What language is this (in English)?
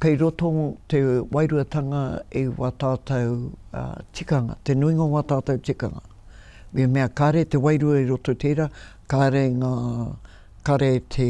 Māori